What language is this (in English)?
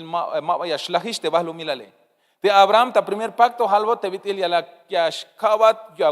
Tzeltal